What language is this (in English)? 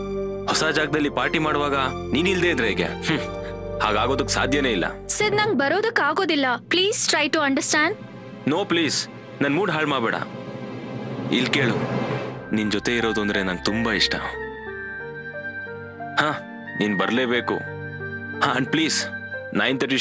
Kannada